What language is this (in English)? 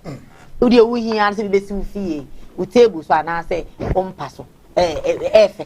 Akan